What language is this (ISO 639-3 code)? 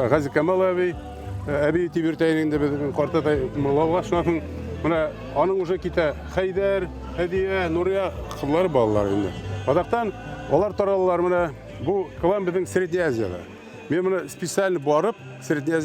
bak